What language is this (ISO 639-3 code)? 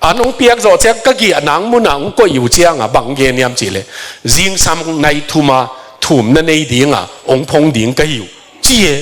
ctd